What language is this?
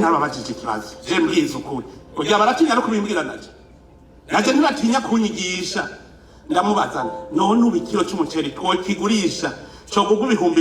Rundi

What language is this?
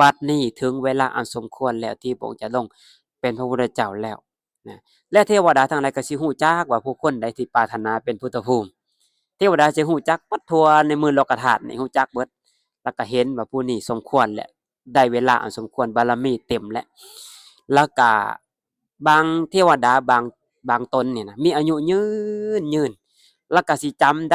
Lao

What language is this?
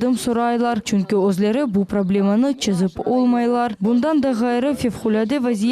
Crimean Tatar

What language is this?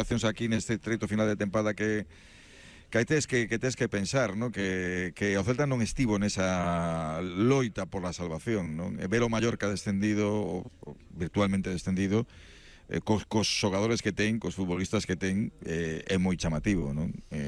Galician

